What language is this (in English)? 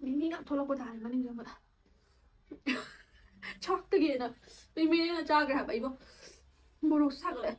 Manipuri